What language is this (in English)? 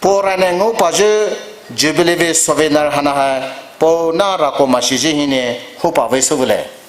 Poumei Naga